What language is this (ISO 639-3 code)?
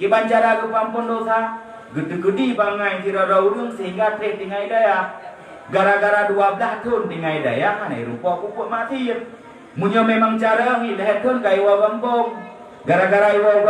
ace